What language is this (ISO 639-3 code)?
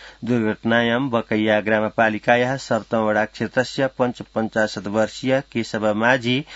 san